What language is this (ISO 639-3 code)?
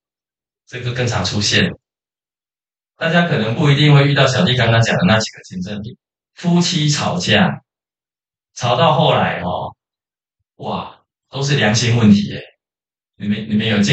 zho